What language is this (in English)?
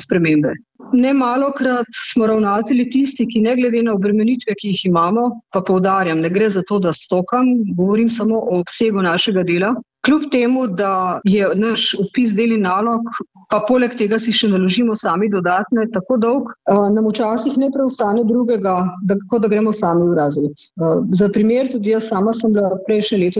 Slovenian